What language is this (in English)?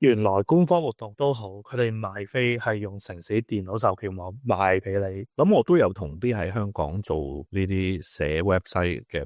Cantonese